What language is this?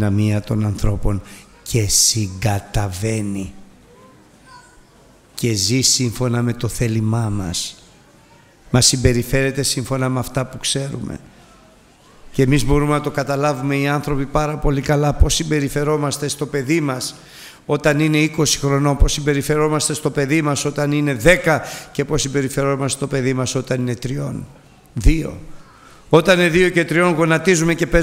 Greek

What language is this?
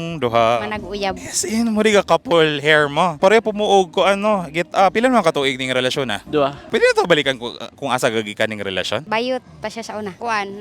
Cebuano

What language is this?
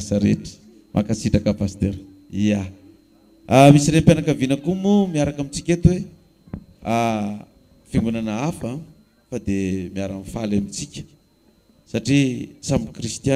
Malagasy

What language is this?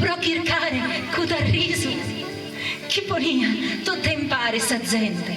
Sardinian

